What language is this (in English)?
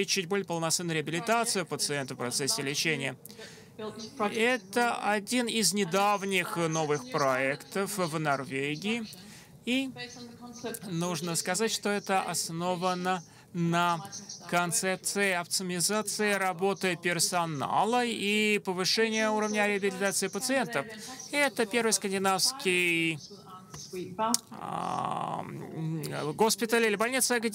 Russian